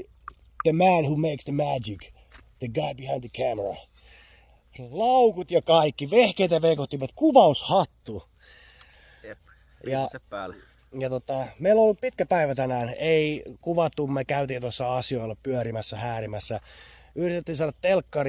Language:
Finnish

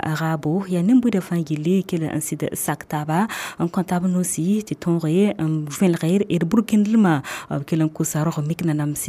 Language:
Mossi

